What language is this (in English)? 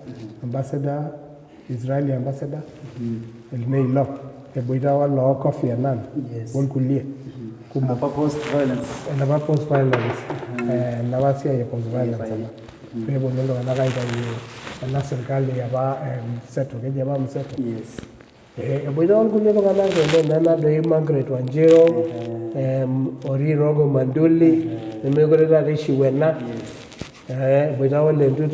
Masai